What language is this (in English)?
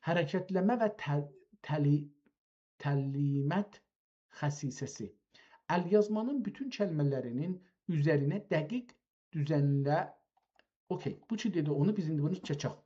South Azerbaijani